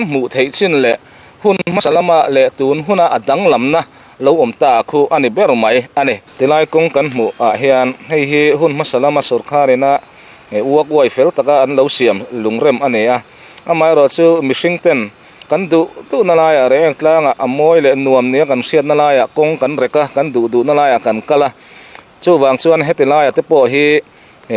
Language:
Mizo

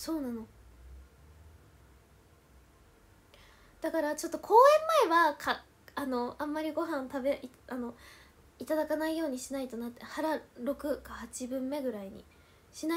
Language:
Japanese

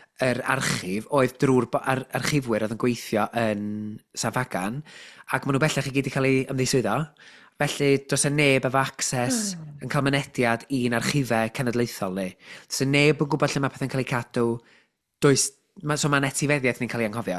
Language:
Welsh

